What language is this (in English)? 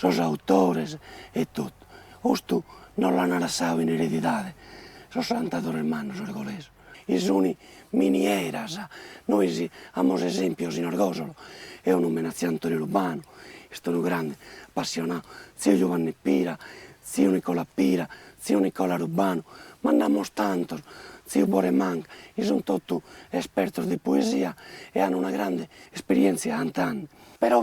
Sardinian